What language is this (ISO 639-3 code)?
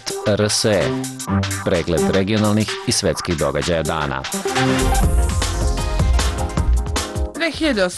srp